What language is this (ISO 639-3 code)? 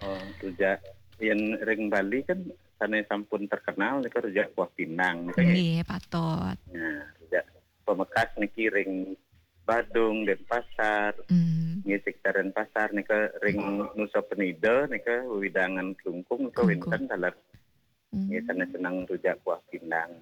ban